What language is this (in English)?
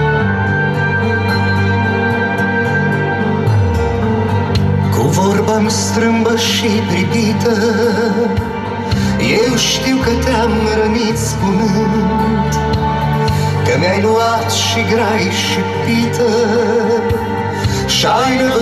Romanian